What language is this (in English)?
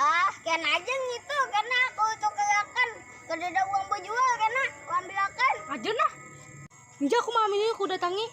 Banjar